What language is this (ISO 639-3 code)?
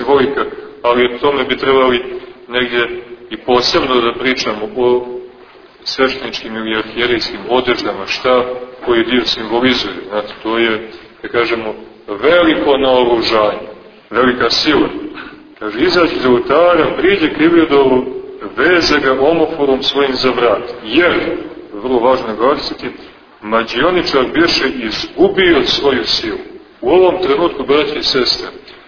srp